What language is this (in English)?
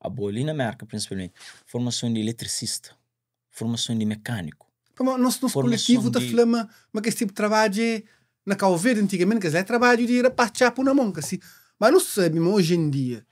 Kabuverdianu